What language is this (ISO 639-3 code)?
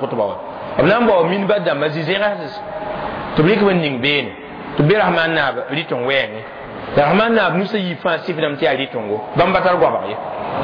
mos